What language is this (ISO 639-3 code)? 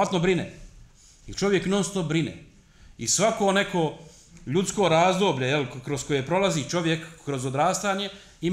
bos